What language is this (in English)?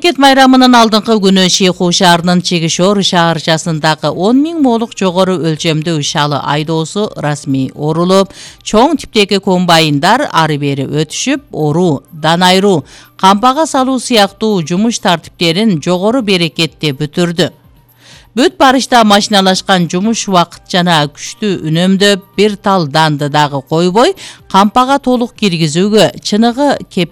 Kyrgyz